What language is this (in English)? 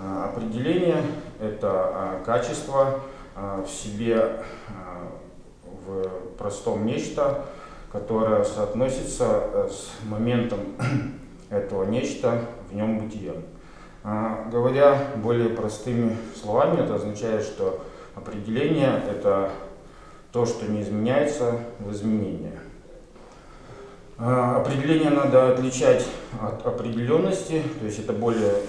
Russian